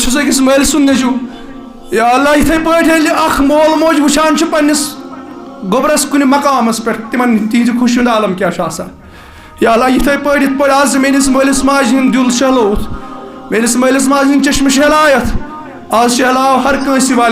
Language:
Kashmiri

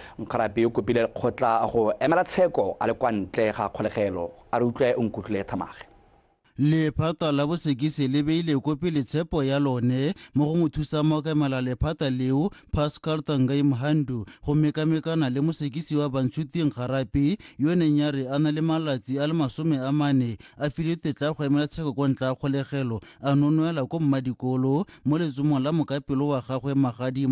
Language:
Tswana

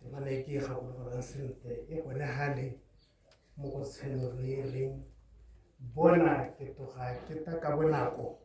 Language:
Tswana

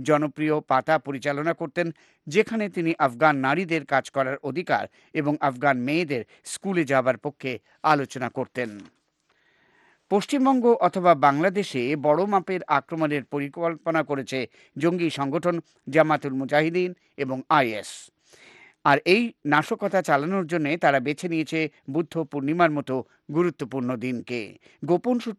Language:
Bangla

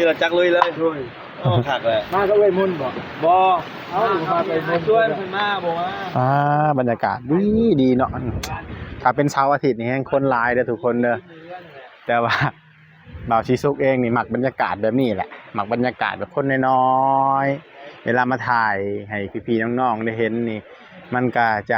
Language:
Northeastern Thai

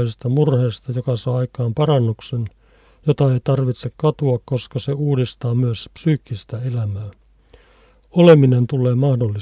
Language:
Finnish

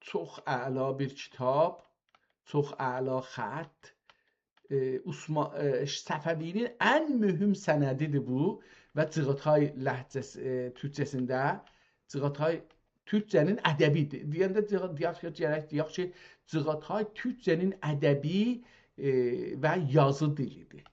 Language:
South Azerbaijani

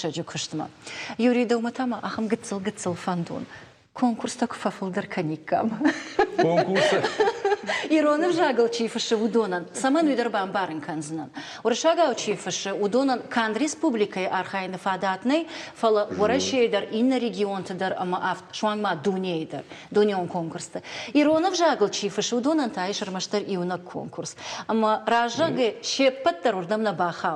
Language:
Ossetic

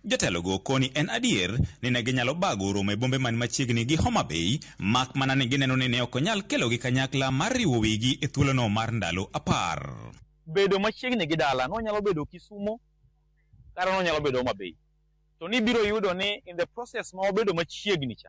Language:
Luo (Kenya and Tanzania)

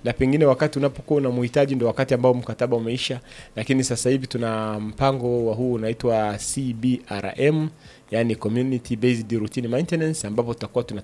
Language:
Swahili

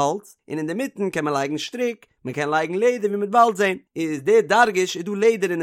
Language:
Yiddish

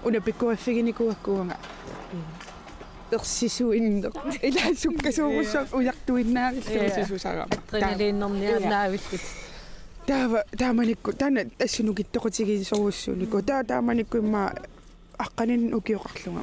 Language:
Kalaallisut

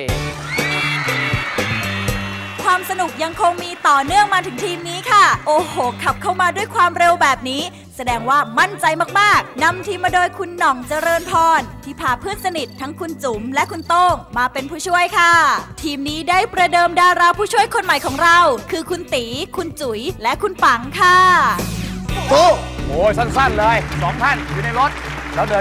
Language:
Thai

